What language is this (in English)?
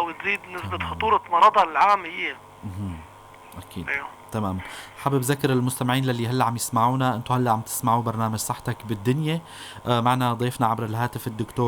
North Levantine Arabic